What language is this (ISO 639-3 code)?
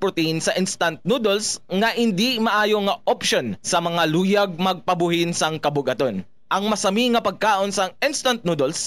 hil